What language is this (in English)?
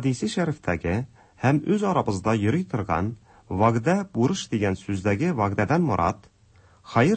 Tatar